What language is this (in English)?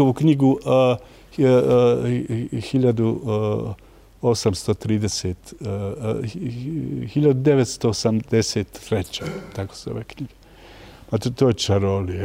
Bosnian